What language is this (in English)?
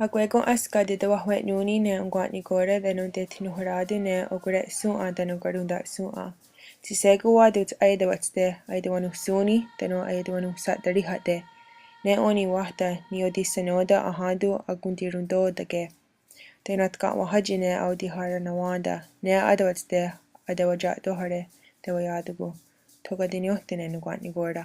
Mohawk